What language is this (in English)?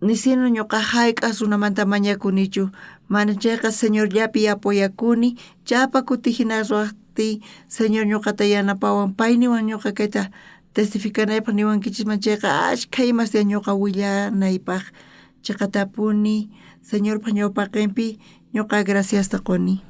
South Bolivian Quechua